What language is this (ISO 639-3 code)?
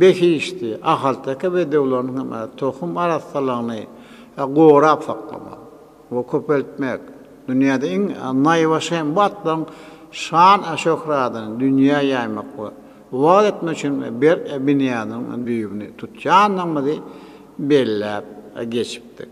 tuk